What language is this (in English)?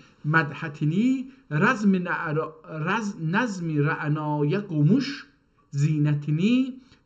South Azerbaijani